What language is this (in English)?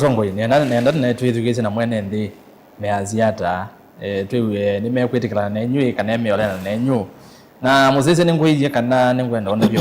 Kamba